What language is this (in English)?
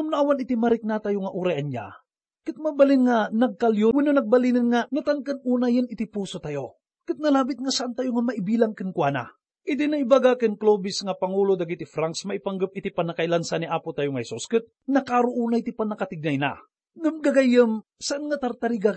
Iloko